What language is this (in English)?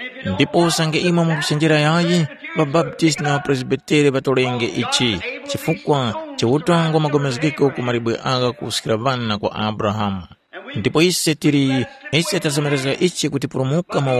Tumbuka